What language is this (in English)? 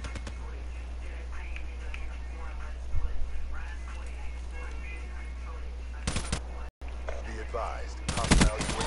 English